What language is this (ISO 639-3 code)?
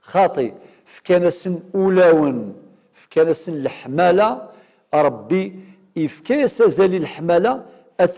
kab